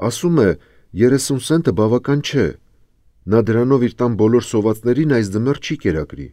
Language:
Armenian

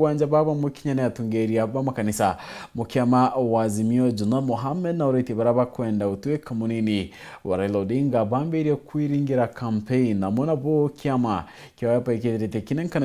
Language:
Meru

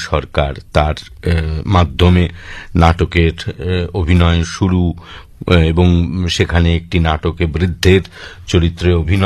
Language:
Bangla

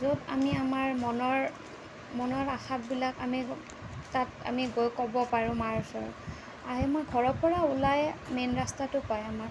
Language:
Assamese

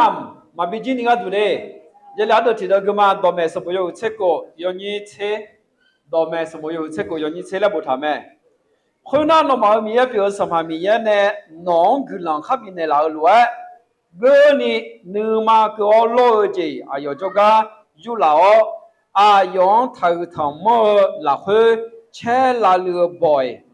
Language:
Akha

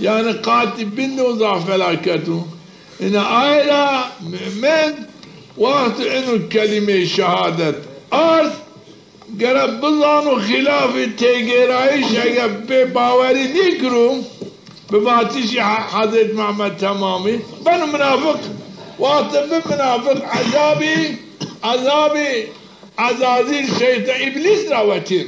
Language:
Zaza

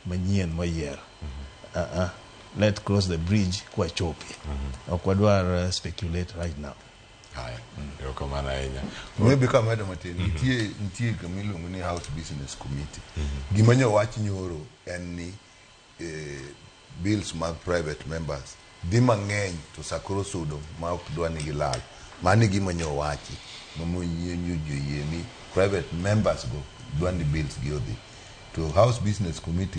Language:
Luo (Kenya and Tanzania)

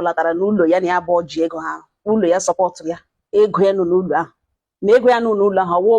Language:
Igbo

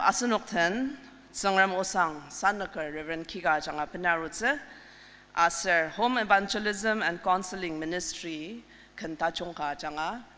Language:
Ao Naga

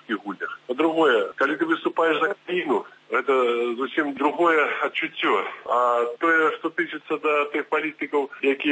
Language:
Belarusian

